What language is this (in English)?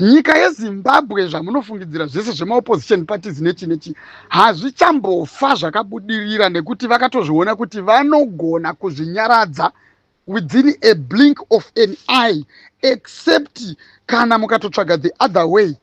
Shona